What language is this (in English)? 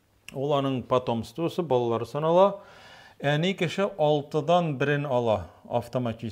Tatar